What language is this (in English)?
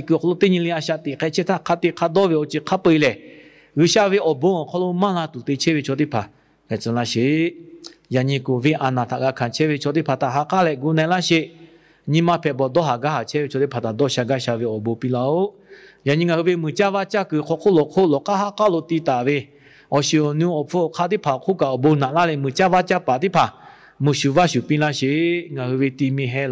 Lahu